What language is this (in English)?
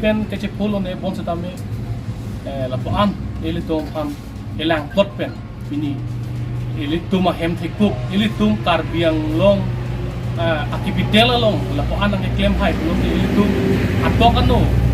Karbi